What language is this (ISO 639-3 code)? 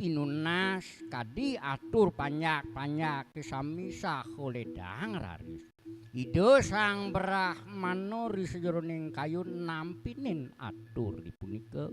ban